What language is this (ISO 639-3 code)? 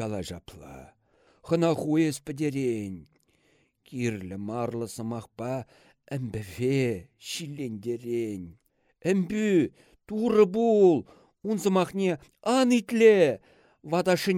chv